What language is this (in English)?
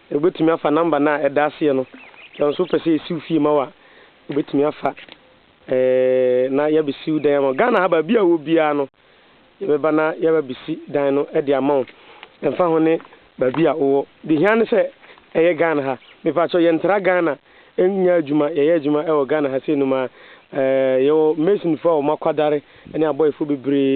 Akan